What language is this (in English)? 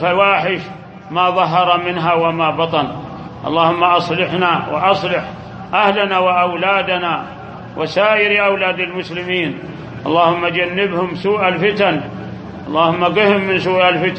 Arabic